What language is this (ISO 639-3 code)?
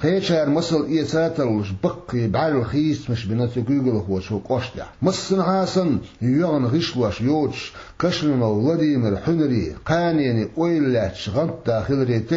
che